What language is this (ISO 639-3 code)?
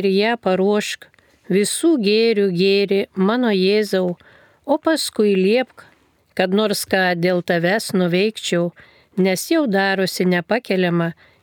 lit